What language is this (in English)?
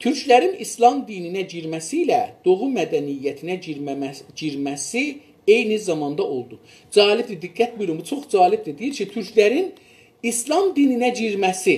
South Azerbaijani